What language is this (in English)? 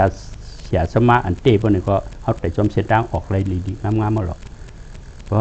Shan